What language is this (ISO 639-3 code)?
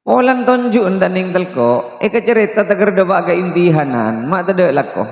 mad